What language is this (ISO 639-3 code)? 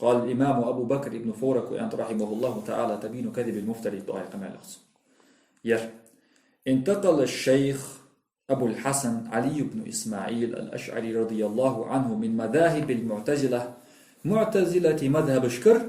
inh